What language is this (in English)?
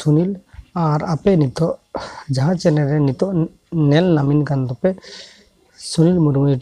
Santali